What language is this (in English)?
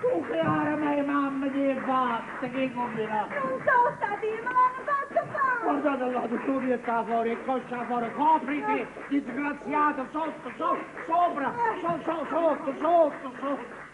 Neapolitan